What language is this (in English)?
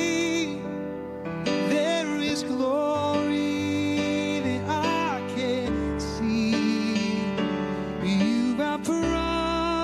Ewe